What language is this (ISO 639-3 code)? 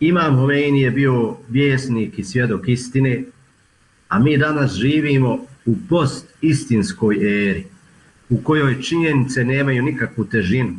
bos